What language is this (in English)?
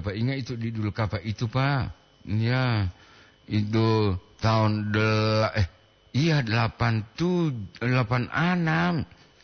Gorontalo